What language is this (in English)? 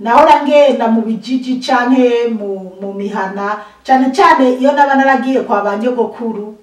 Rundi